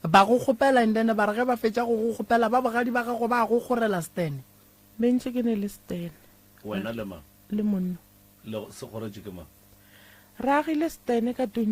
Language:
Northern Sotho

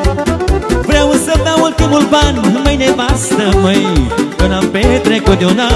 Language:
Romanian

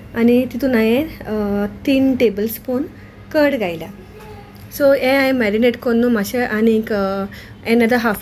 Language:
Konkani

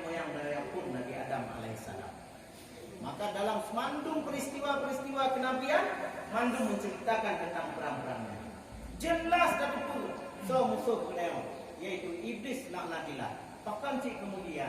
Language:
Achinese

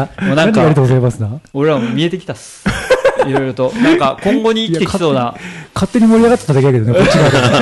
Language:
Japanese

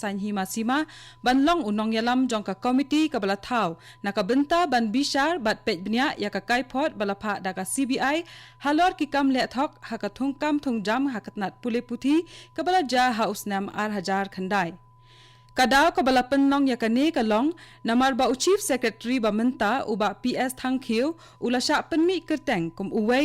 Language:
Khasi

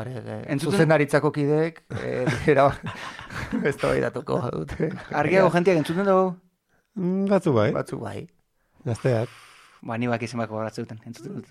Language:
Basque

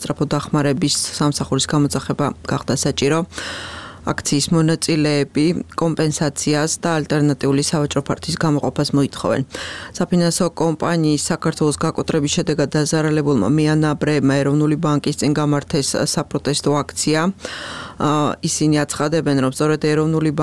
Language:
Georgian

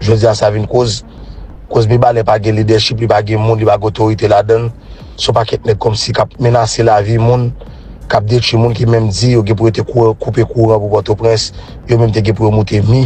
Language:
Haitian Creole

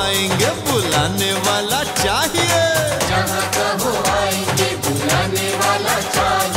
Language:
Hindi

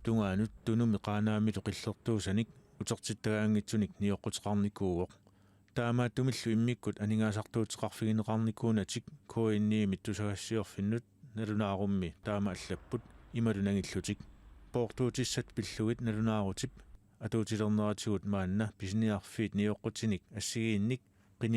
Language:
Kalaallisut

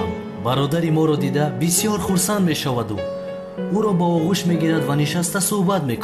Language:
Tajik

